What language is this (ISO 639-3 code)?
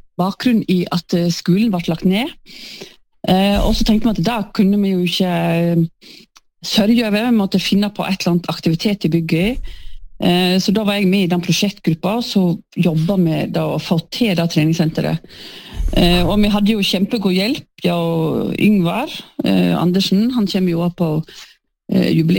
nor